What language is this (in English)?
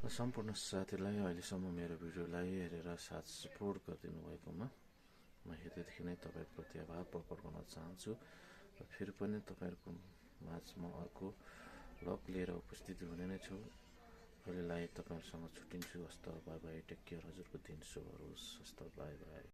Nepali